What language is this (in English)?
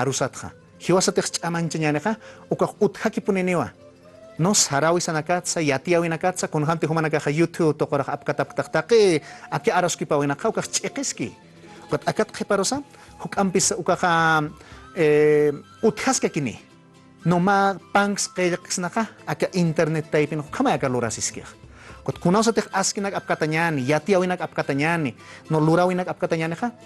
Aymara